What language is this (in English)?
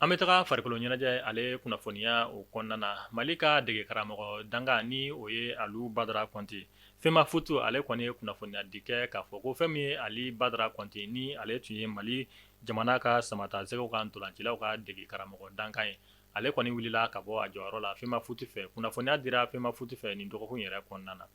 Bambara